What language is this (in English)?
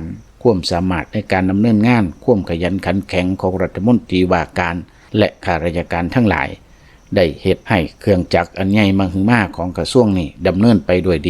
Lao